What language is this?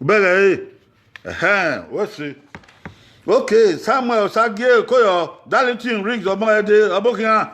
Bini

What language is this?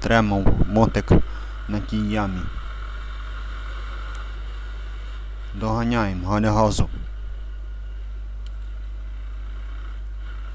Ukrainian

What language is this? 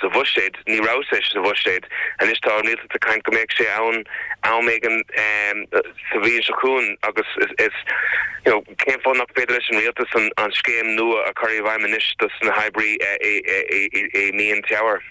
Irish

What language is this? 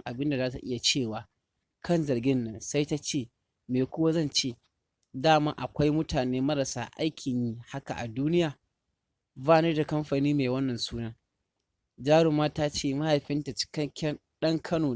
Hausa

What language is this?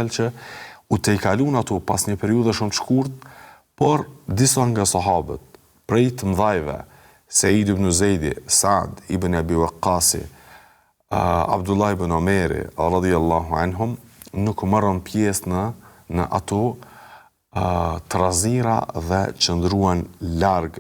Albanian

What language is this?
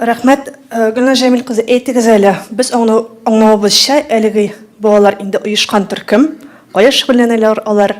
Tatar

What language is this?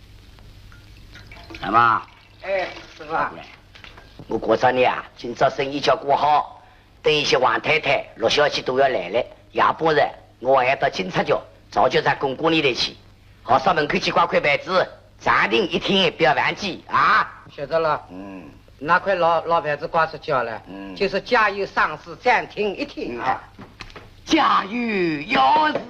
Wu Chinese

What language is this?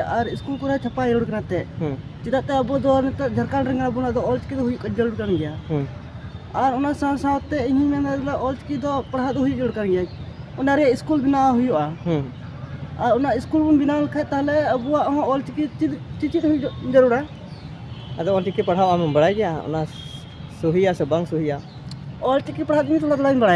Santali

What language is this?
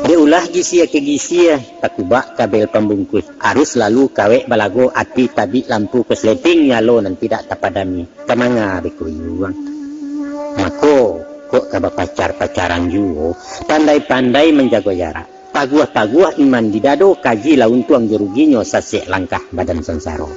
Minangkabau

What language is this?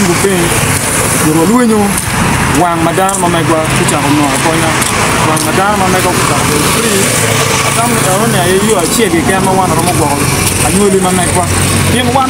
Acoli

